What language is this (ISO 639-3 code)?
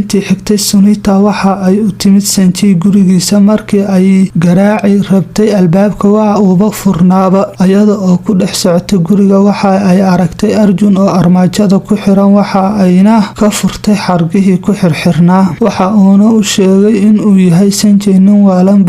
som